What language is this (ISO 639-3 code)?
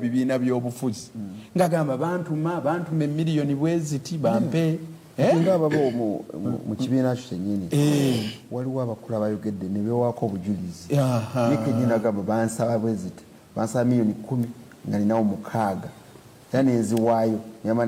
lug